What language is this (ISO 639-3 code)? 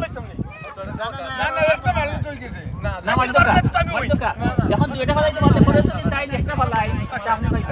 syl